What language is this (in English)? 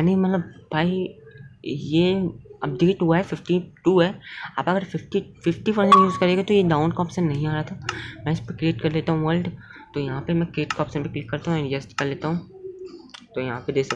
Hindi